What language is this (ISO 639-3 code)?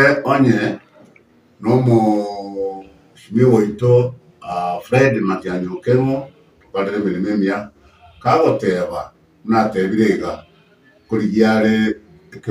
guz